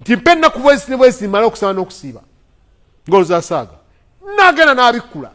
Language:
Ganda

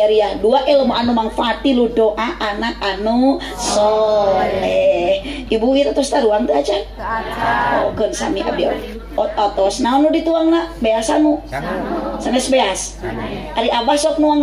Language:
Sundanese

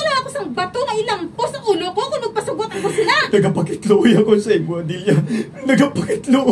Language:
Hiligaynon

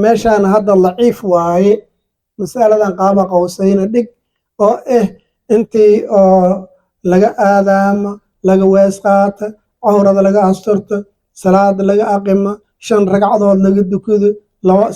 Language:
Somali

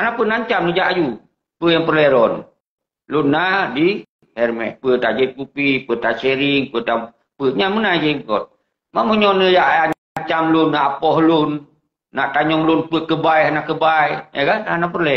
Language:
Achinese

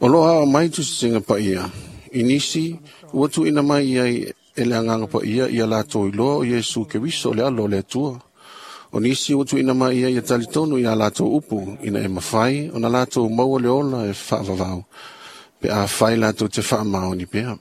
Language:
Samoan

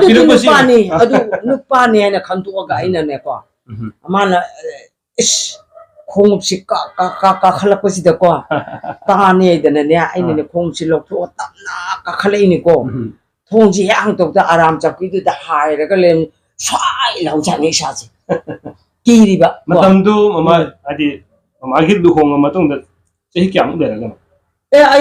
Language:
Manipuri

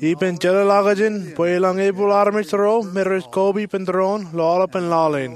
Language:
Marshallese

